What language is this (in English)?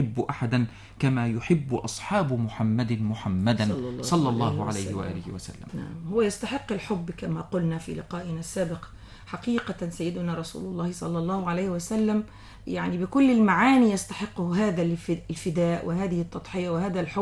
Arabic